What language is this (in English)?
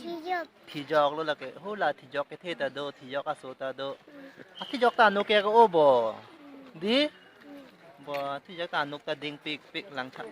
Karbi